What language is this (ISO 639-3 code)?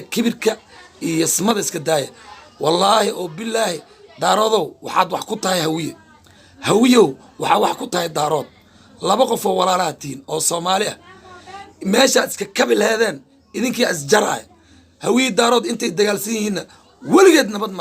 som